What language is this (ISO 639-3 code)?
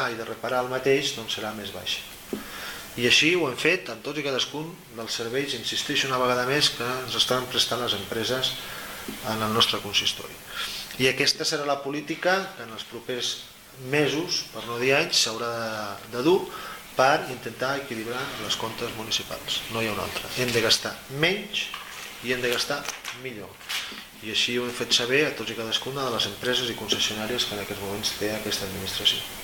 cat